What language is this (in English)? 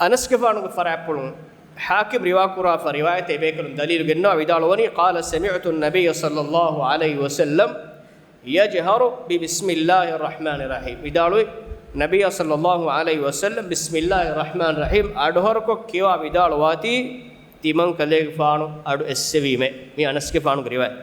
Divehi